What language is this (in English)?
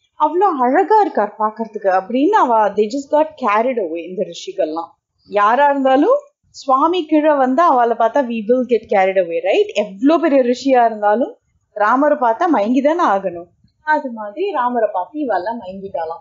Tamil